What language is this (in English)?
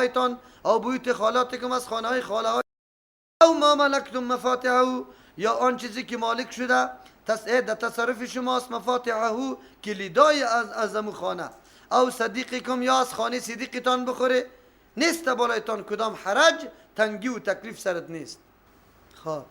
Persian